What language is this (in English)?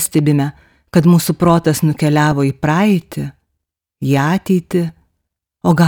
Lithuanian